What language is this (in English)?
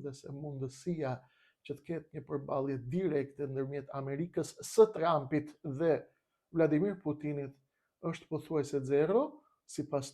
Albanian